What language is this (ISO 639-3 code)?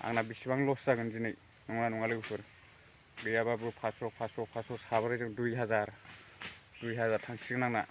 brx